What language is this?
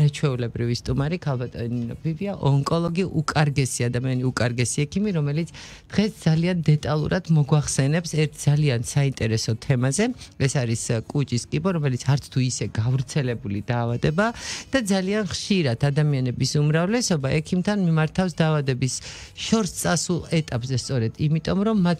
Georgian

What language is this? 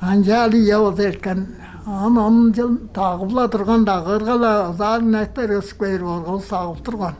Tuvinian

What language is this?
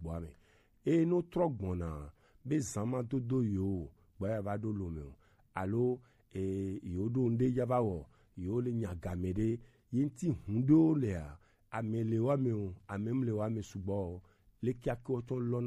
Gen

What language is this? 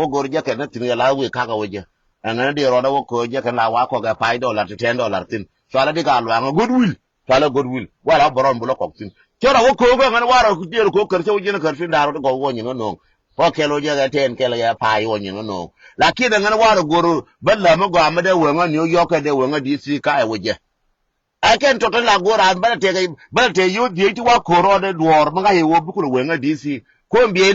Nuer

